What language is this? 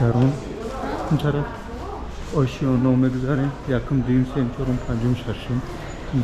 Tajik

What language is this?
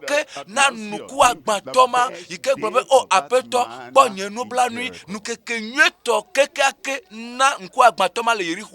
Ewe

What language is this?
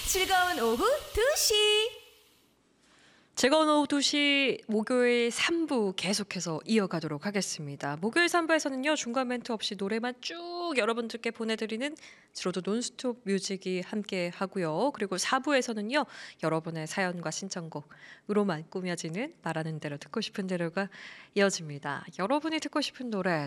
Korean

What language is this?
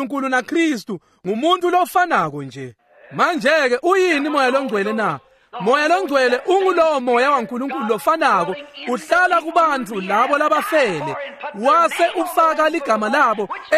Swati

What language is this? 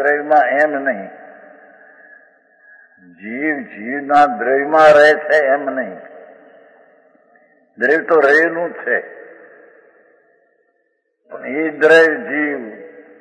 Gujarati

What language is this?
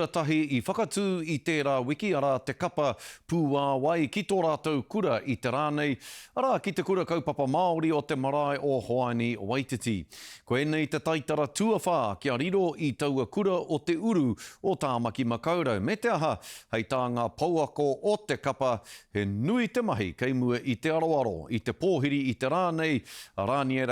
Māori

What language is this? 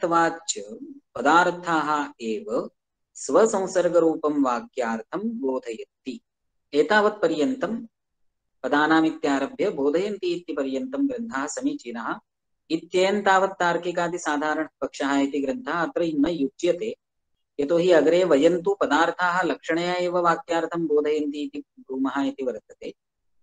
Sanskrit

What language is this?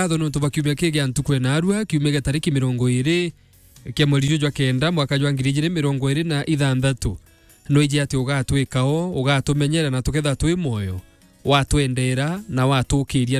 Meru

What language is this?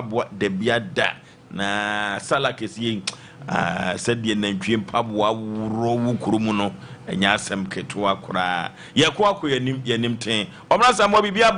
Akan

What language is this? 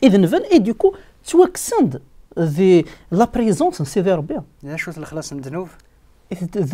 Kabyle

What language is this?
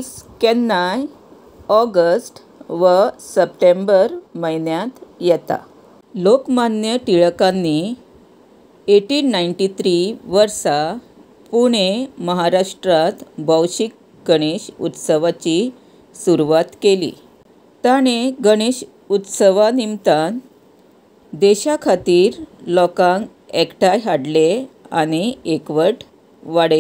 Konkani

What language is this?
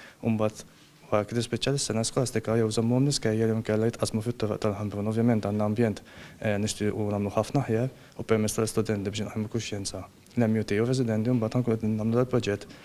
Maltese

